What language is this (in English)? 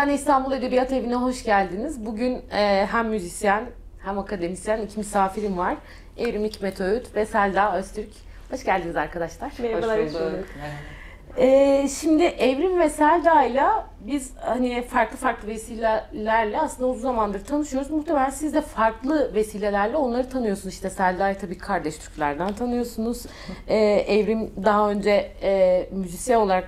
Turkish